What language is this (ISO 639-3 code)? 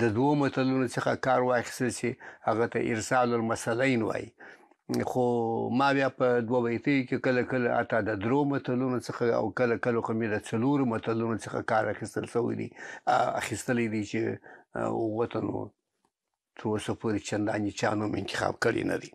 pus